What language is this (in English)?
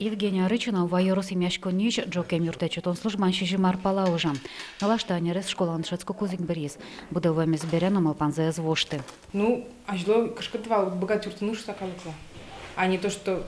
Udmurt